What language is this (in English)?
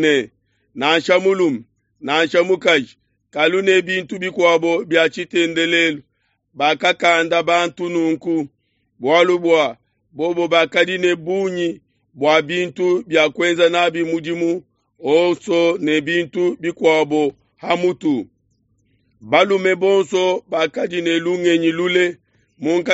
Luba-Lulua